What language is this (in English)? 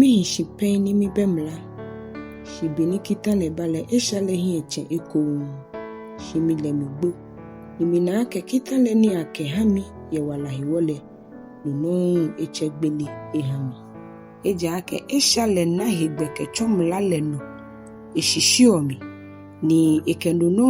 Ga